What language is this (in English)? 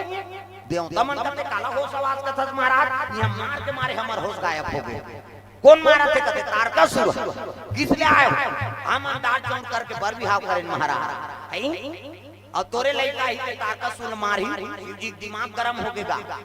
Chhattisgarhi